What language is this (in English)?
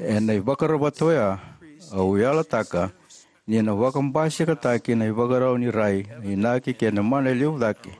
Fijian